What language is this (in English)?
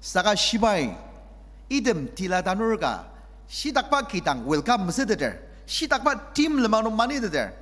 Ao Naga